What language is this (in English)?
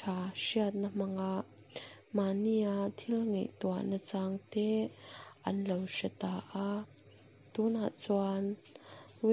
Mizo